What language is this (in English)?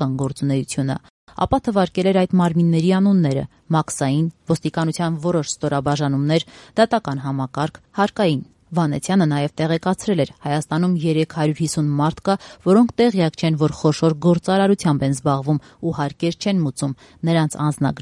Armenian